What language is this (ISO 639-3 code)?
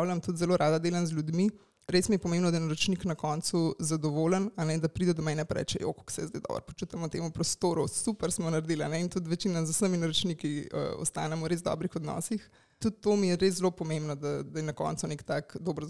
slv